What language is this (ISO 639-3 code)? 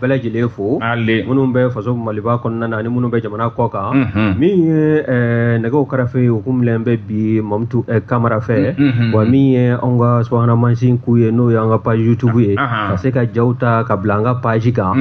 bam